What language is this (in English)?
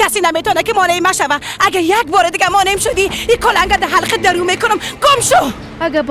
Persian